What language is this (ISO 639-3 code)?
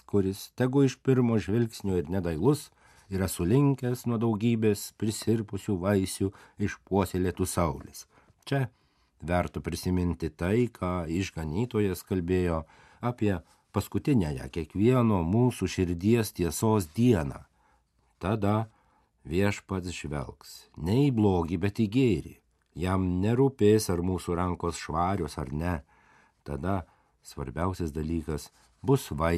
lit